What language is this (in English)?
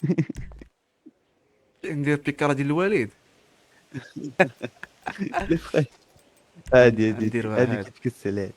Moroccan Arabic